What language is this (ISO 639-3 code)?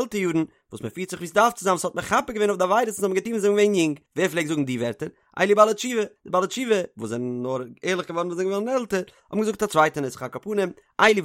yid